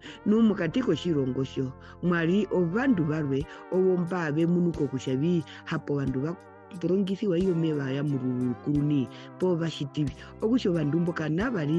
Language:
Herero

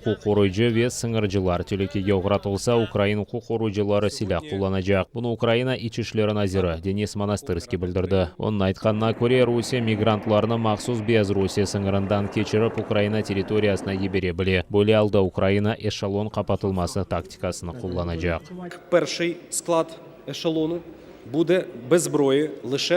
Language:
Crimean Tatar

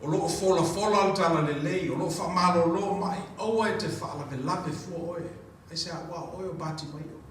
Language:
Samoan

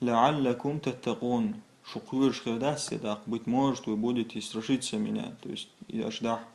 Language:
Chechen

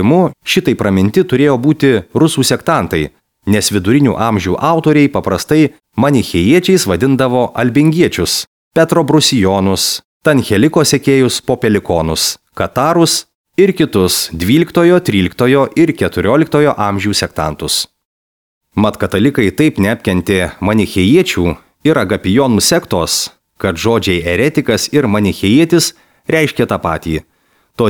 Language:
Lithuanian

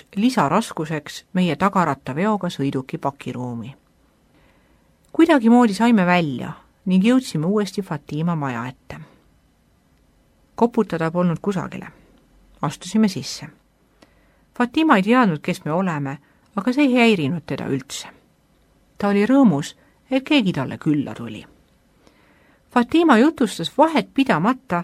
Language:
Estonian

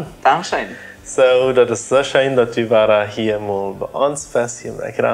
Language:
Plautdietsch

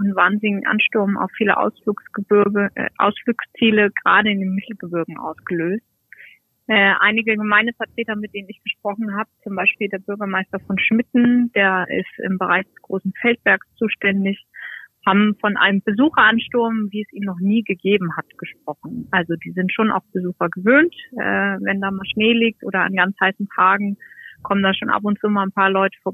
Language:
German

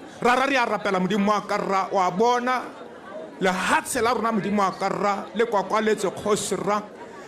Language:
Tswana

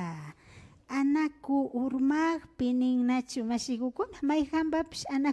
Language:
Imbabura Highland Quichua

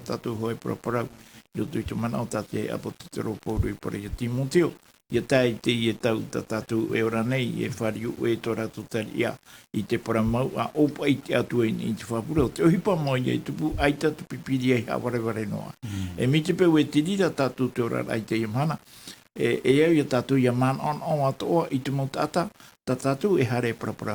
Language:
Tahitian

